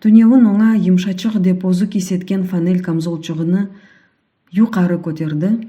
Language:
Crimean Tatar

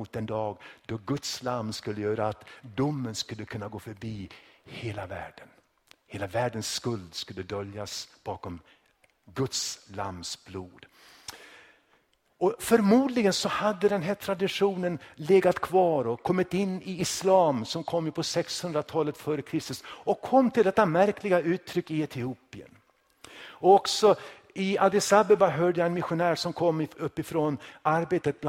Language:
Swedish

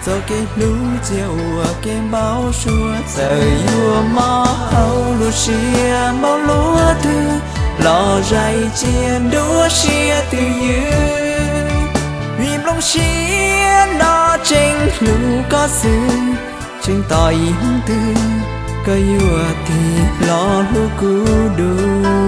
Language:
Hmong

